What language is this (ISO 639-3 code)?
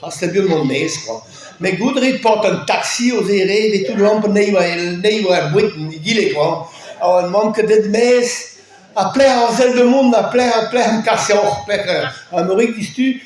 bre